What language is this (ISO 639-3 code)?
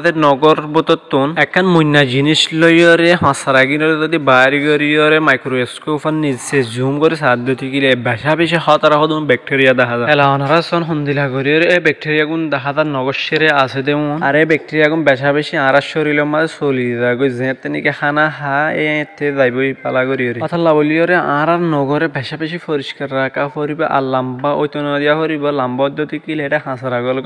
rhg